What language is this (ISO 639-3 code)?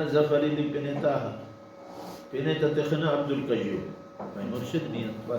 brh